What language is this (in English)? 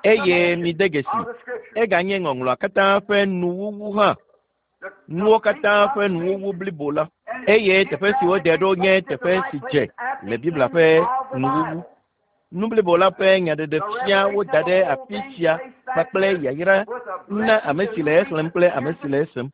Ewe